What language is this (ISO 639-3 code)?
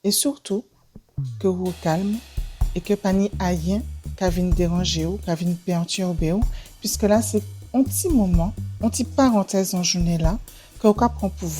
gcf